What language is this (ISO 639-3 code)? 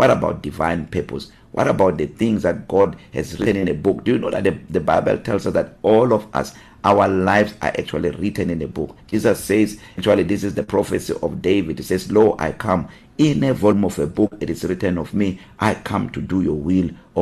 eng